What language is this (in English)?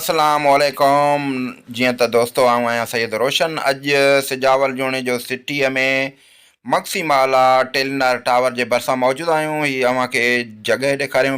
Sindhi